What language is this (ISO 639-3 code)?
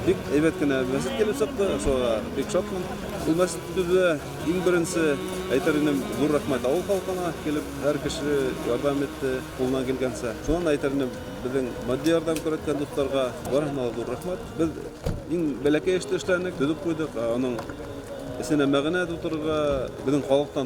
bak